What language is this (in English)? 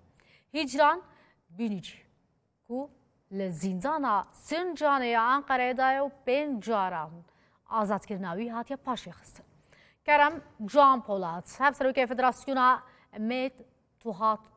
Kurdish